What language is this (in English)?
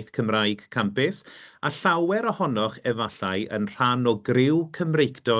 Welsh